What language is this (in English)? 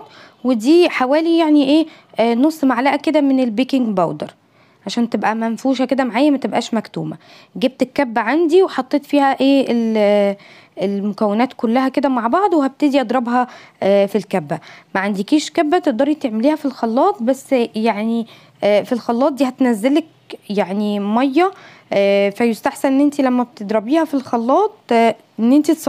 Egyptian Arabic